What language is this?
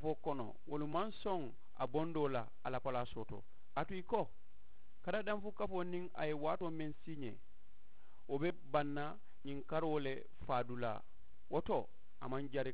Mandingo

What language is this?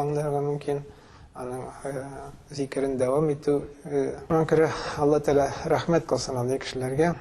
Tatar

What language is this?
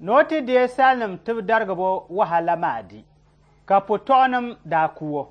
Dagbani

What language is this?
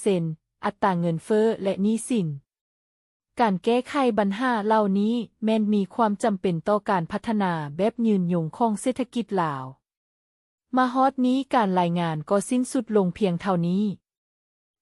Lao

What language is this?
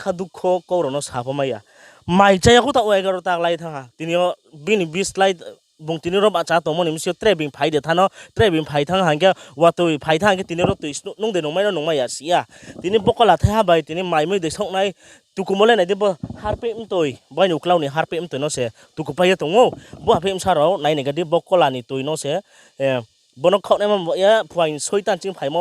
Riang (India)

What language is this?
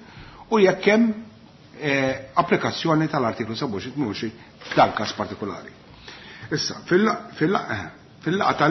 Maltese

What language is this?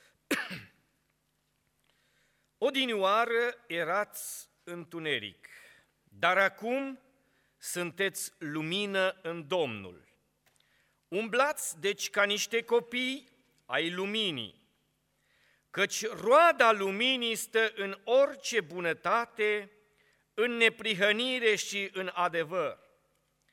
Romanian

